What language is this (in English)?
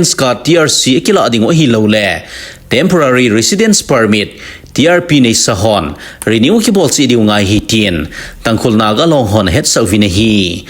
Thado Chin